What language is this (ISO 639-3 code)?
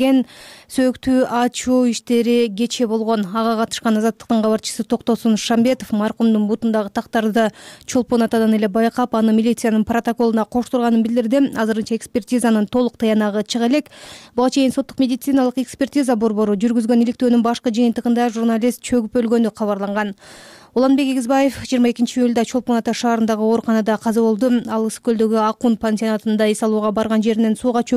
kir